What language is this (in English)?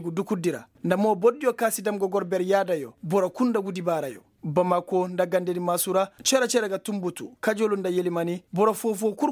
Koyraboro Senni